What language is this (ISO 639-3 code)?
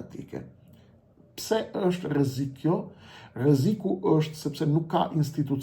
sqi